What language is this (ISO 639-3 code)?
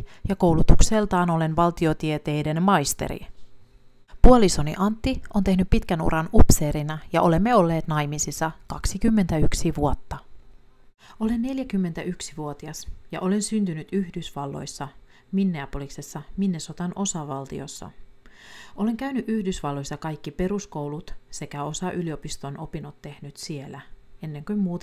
fin